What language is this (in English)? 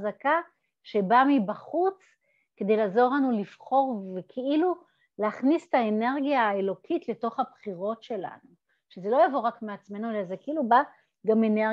Hebrew